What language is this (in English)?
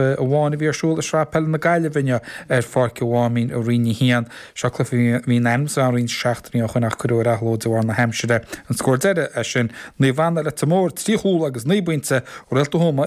Irish